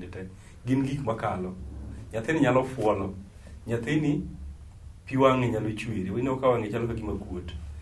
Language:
Luo (Kenya and Tanzania)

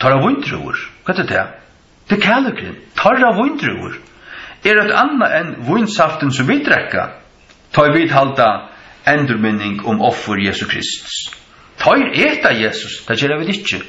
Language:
Faroese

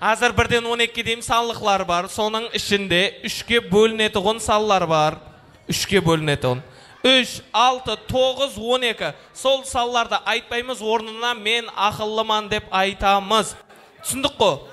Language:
Kara-Kalpak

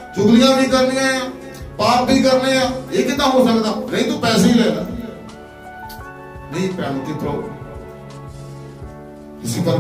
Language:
Punjabi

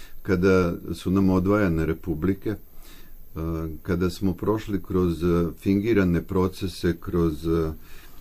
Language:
Serbian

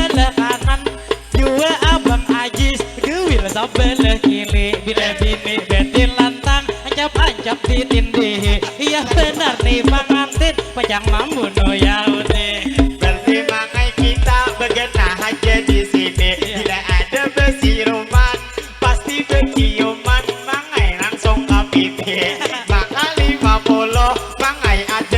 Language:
Banjar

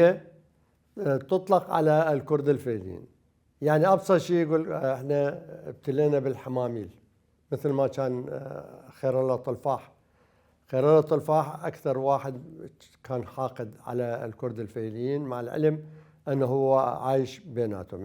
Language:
Mesopotamian Arabic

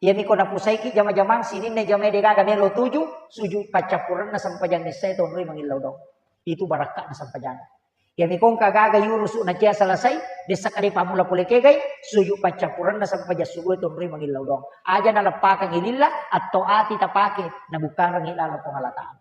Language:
Buginese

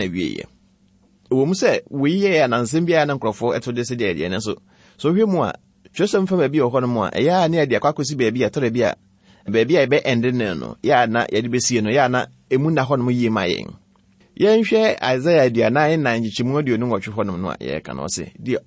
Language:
Akan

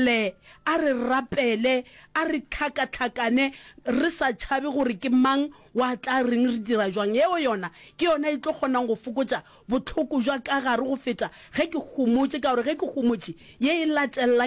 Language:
Northern Sotho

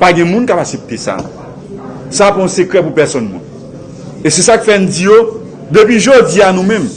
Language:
Haitian Creole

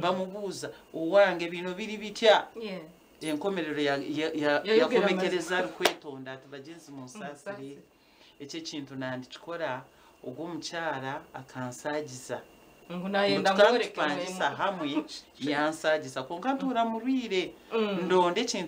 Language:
Nyankole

